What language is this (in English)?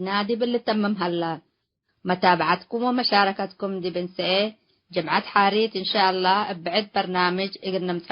Tigre